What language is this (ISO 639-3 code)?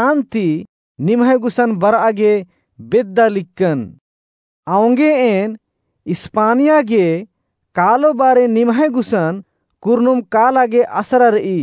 kru